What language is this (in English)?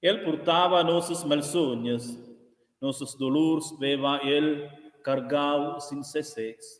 Romansh